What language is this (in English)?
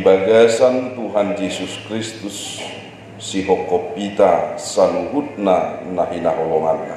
Batak Toba